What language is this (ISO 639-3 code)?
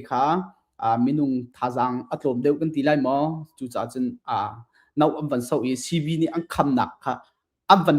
cnh